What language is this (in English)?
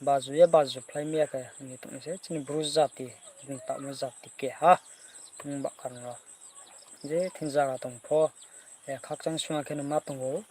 Riang (India)